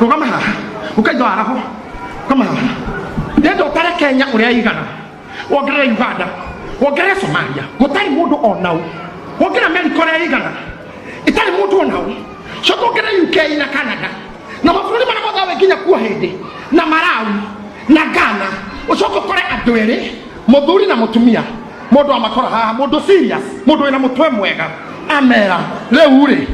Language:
Kikuyu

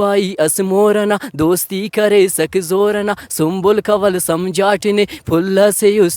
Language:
Brahui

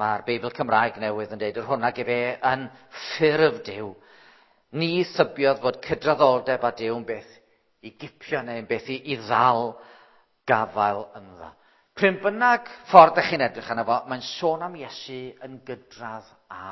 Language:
Welsh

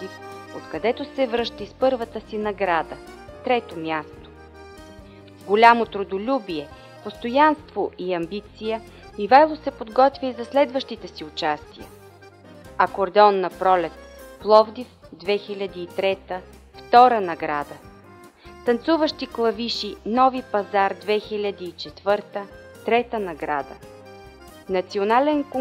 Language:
Bulgarian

